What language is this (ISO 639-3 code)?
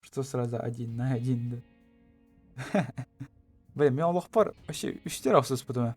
sah